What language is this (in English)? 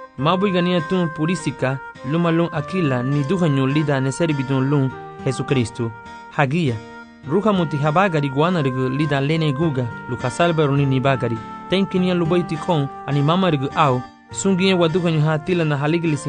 Garifuna